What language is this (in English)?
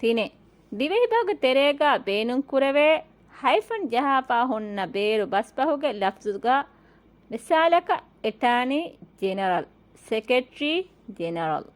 Divehi